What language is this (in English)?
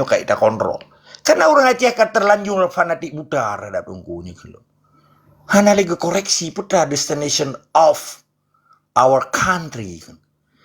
Achinese